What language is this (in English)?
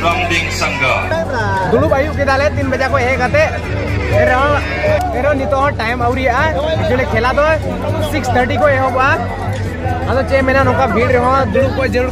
Santali